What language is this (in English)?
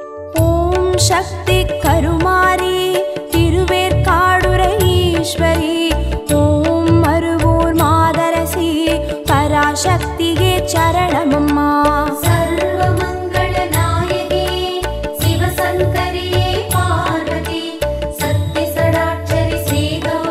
Tamil